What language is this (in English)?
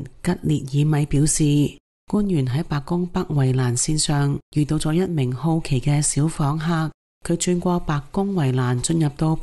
Cantonese